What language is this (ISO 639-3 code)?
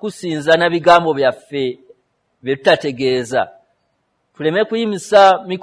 lug